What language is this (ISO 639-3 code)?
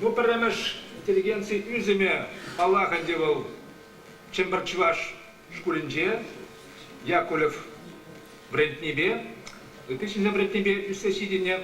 chv